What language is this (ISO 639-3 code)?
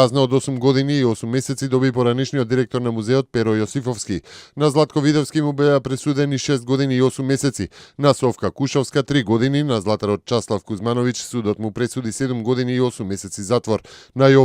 mkd